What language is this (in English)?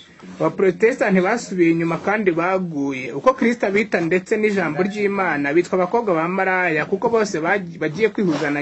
Kinyarwanda